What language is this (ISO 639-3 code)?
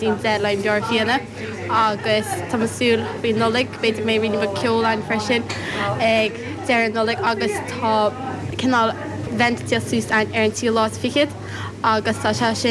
gle